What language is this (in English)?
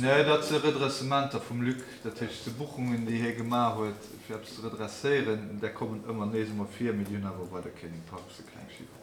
Luxembourgish